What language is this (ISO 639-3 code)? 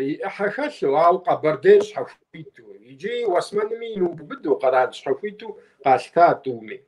kbd